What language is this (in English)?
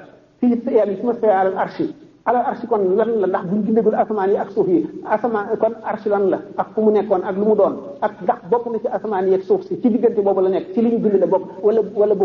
Wolof